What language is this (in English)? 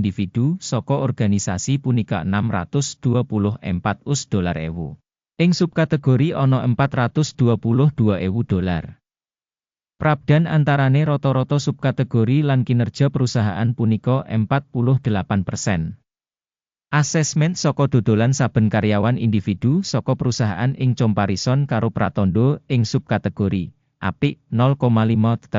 Javanese